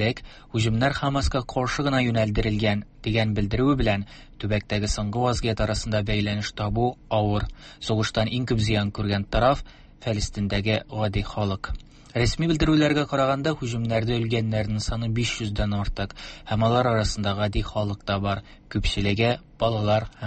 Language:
Tatar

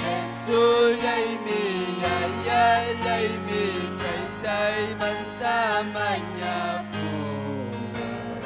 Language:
Ayacucho Quechua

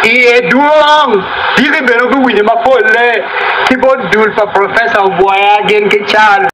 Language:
Acoli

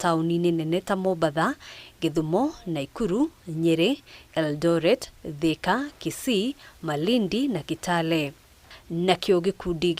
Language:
Kikuyu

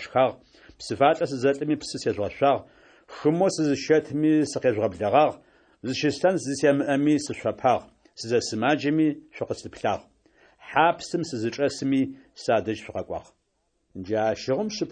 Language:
Adyghe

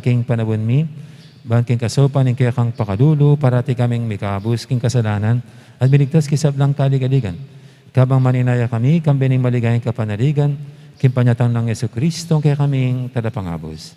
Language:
Pampanga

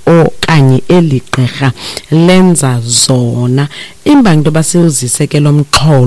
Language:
Xhosa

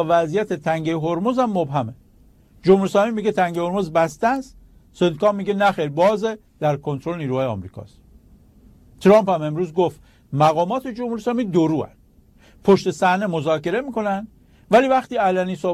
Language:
Persian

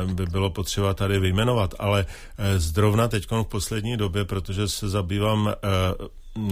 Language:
Czech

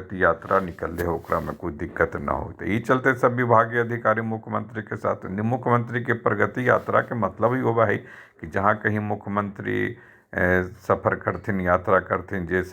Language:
Magahi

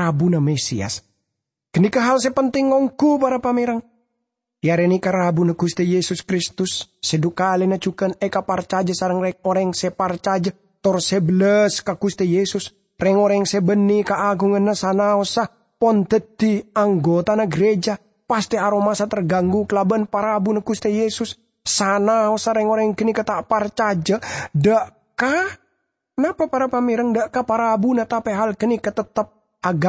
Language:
Madurese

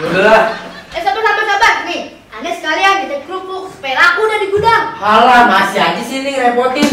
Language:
Betawi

